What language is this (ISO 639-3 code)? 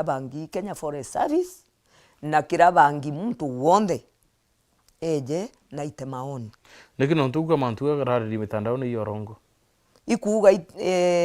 mer